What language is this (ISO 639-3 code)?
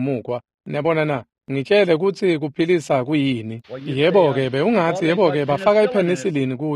ssw